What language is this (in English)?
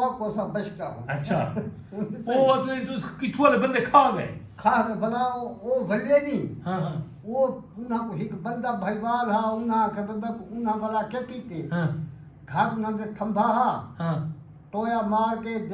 Saraiki